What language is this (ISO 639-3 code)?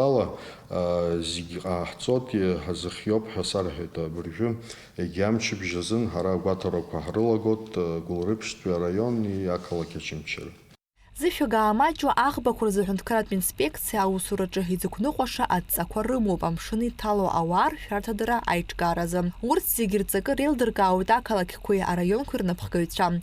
abk